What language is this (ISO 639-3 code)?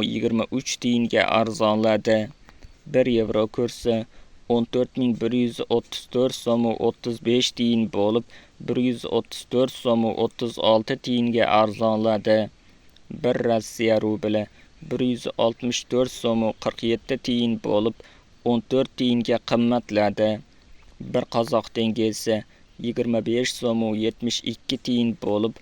uzb